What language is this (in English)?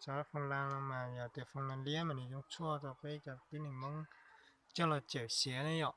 Hmong